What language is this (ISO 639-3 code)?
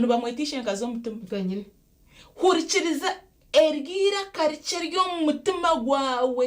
nyn